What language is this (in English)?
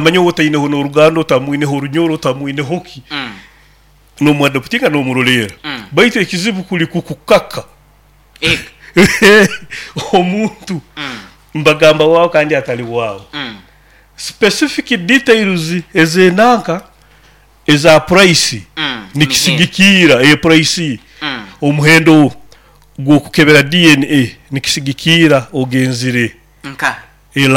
Nyoro